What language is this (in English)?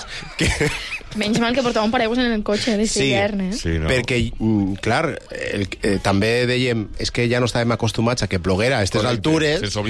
Catalan